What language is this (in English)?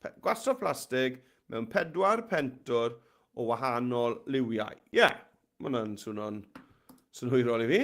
Welsh